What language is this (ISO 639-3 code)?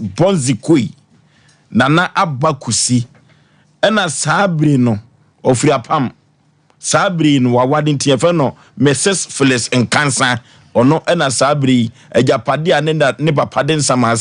aka